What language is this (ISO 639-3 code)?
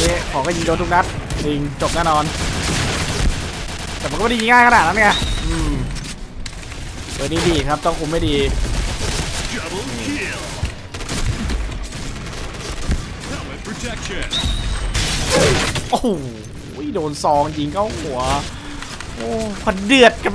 tha